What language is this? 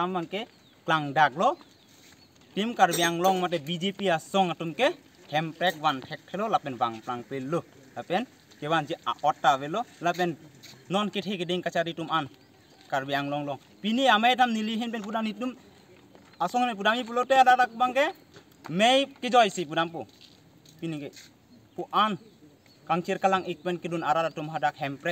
Karbi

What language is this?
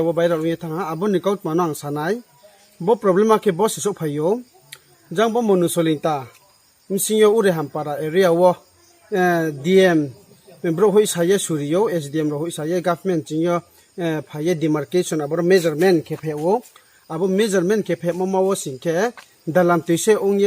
Riang (India)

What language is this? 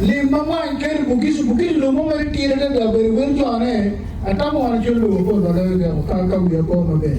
Acoli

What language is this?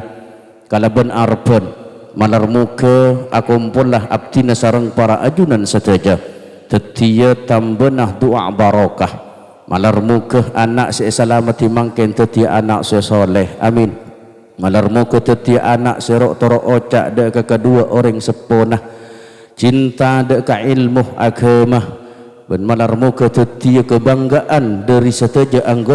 Madurese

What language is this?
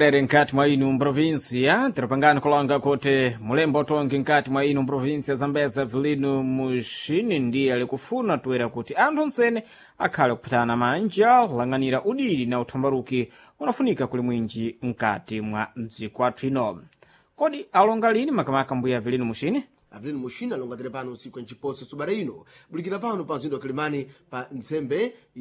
Sena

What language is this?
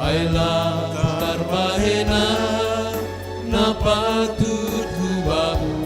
Batak Simalungun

